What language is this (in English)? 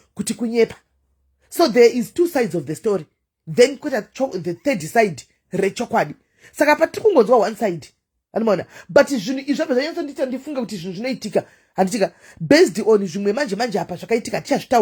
Shona